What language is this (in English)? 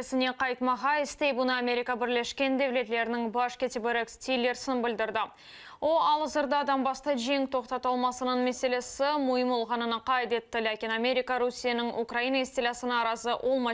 Crimean Tatar